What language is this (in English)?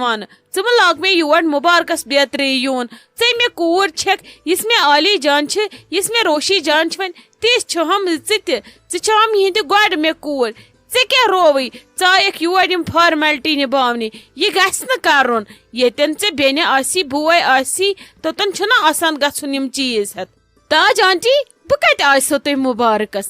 Kashmiri